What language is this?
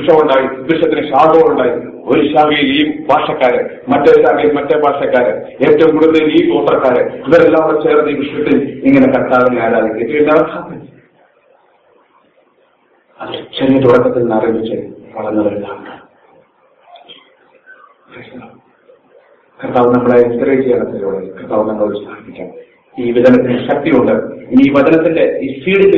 Malayalam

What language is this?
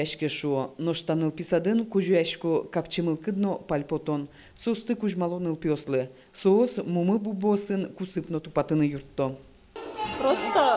Udmurt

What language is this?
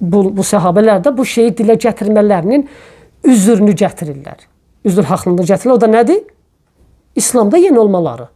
Azerbaijani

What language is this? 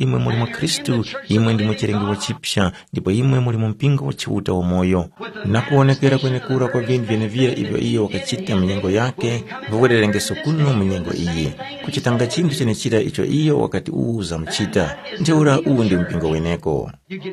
Tumbuka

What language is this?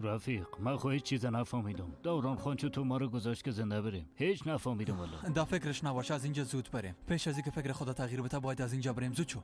Persian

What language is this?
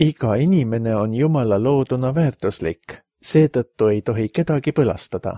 Estonian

